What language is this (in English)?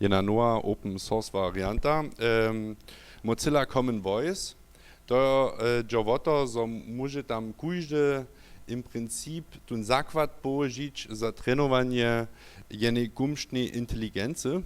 Upper Sorbian